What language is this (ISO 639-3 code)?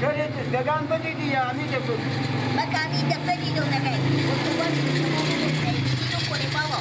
fas